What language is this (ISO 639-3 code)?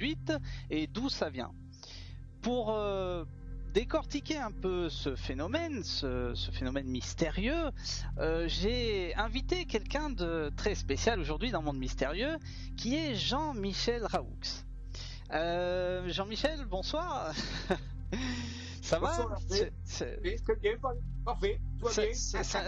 fra